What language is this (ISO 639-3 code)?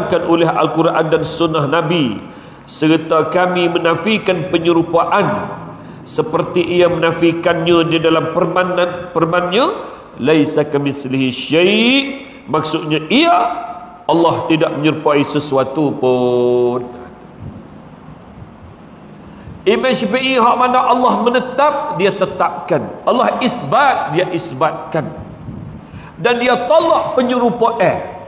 msa